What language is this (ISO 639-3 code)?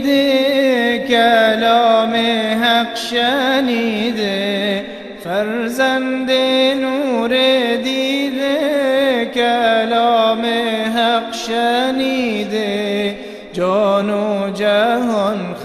fas